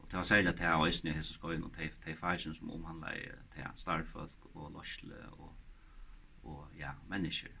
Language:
Faroese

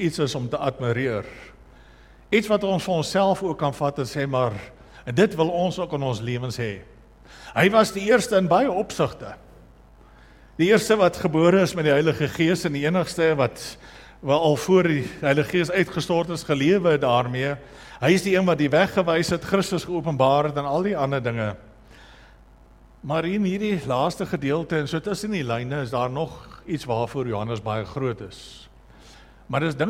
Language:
Afrikaans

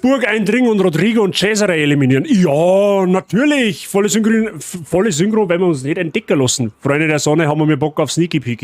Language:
Bavarian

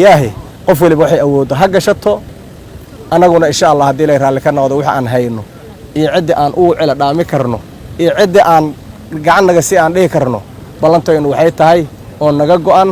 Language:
Somali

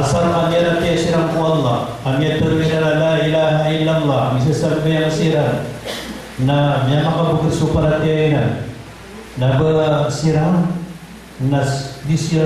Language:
Maranao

